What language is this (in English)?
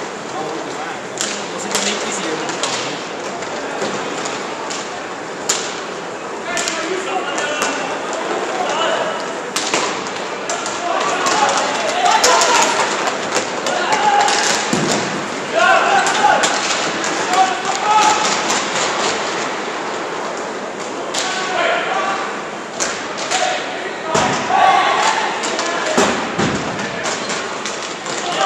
German